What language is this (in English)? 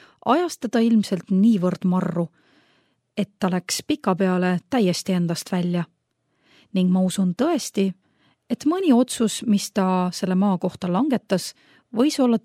Estonian